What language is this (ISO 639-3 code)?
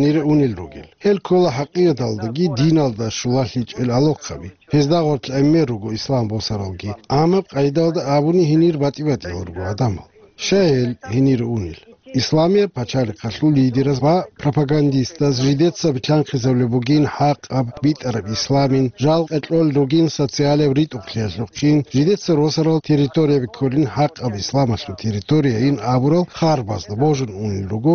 ava